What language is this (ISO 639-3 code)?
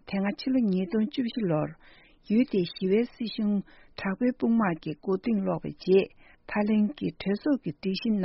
bod